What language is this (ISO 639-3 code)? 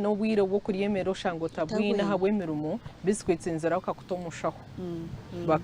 nyn